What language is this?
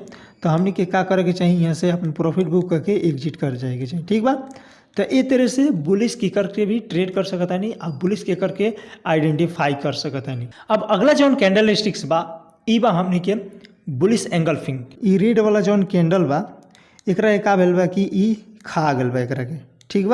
Bhojpuri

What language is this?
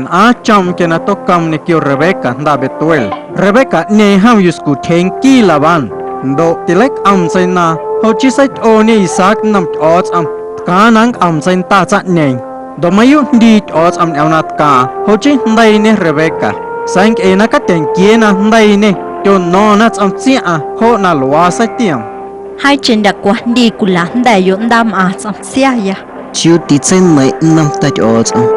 Guerrero Amuzgo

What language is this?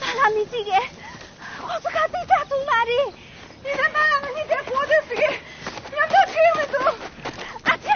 Tibetan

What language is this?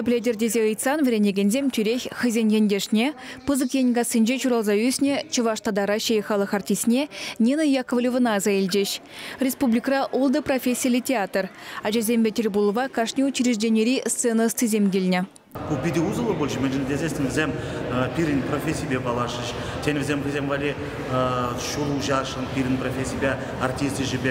Chuvash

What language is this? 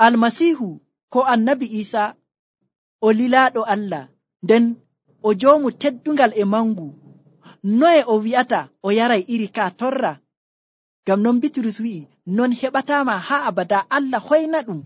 Nigerian Fulfulde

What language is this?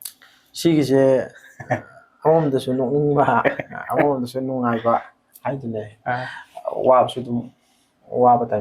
Manipuri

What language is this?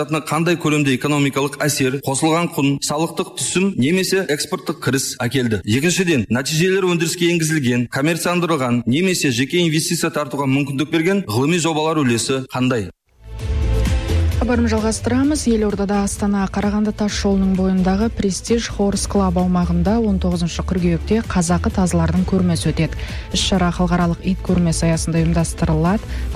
Kazakh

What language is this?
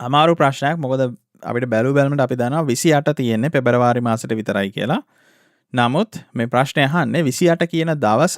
Sinhala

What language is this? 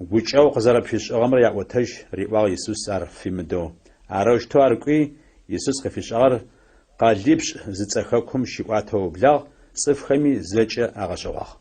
Adyghe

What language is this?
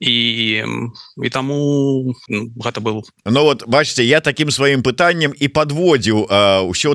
Belarusian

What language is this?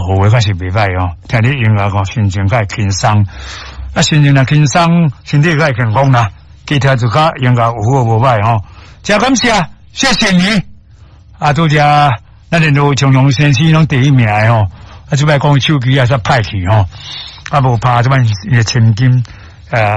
Min Nan Chinese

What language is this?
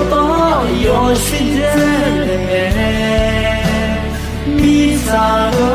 Akha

